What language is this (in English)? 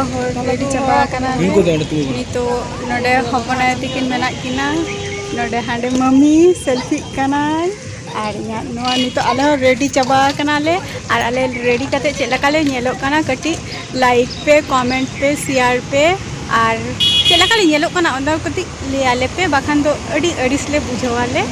Santali